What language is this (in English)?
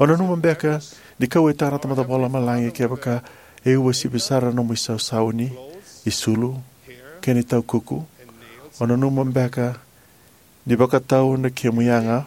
Fijian